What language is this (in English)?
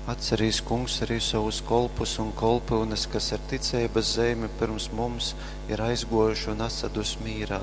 Latgalian